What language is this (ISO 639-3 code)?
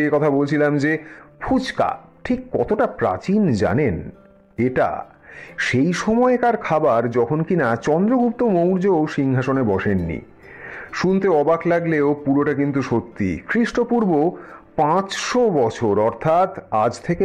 ben